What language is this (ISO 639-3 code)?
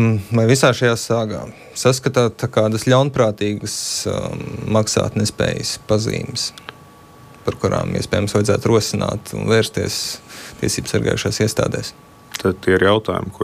lav